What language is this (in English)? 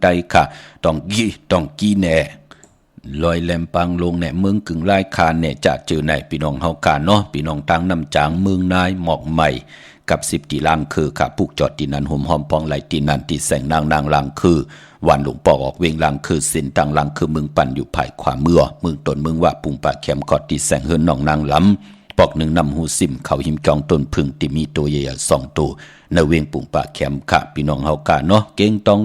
Shan